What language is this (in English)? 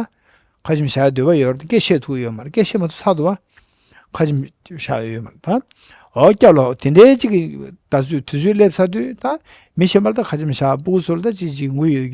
Tibetan